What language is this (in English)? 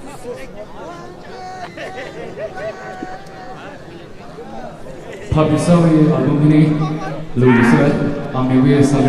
Poumei Naga